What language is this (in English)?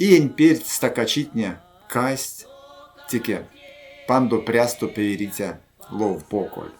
Erzya